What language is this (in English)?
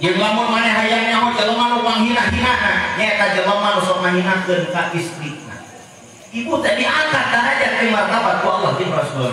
Sundanese